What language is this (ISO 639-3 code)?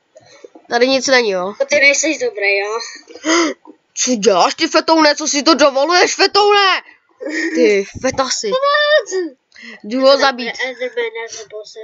ces